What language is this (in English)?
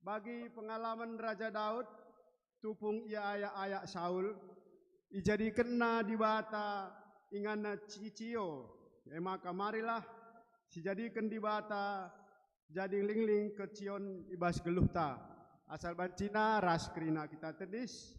Batak Karo